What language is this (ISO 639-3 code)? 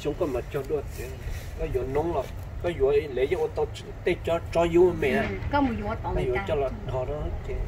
hmn